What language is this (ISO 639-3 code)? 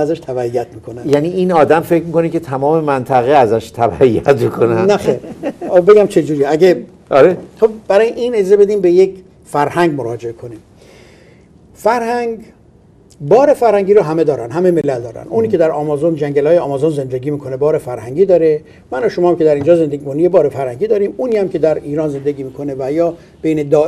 fas